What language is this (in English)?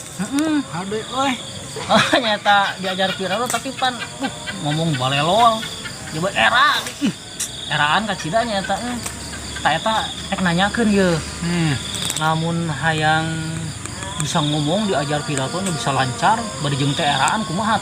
Sundanese